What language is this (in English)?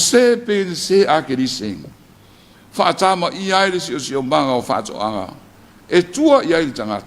Samoan